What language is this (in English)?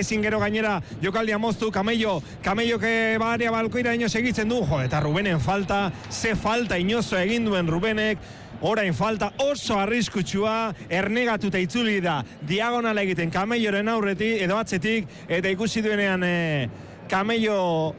Basque